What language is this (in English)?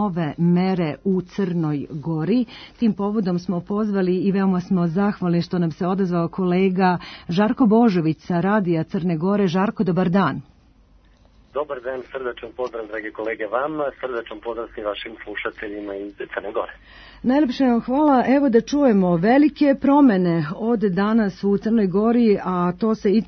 Serbian